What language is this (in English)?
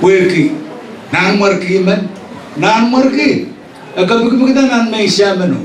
Pohnpeian